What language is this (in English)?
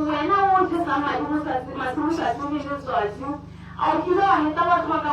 Tswana